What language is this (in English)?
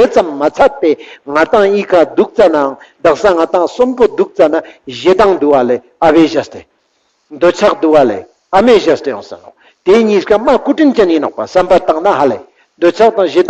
Ladakhi